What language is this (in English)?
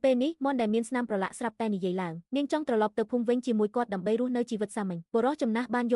Khmer